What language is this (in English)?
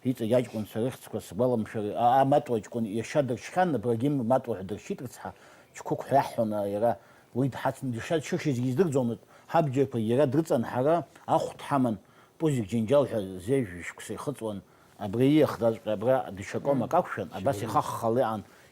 Abkhazian